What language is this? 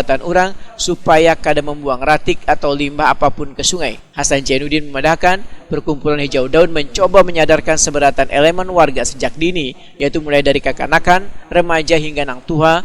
Banjar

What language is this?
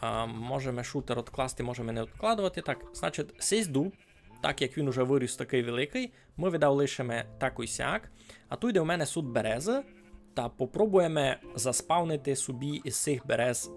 Rusyn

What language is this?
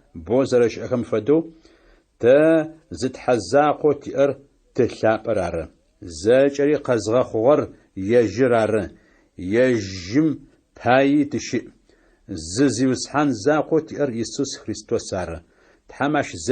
Adyghe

